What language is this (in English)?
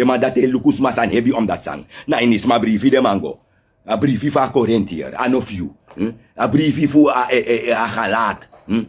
Sranan Tongo